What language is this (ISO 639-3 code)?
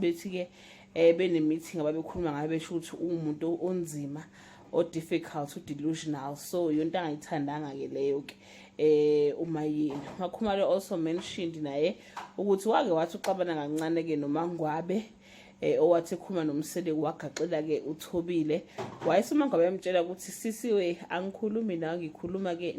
zul